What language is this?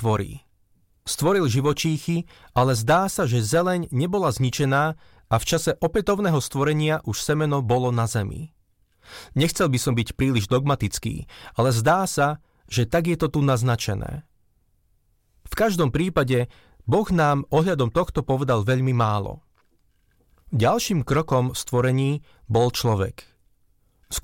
Slovak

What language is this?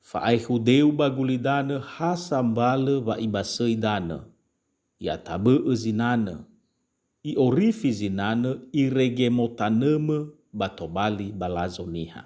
Nias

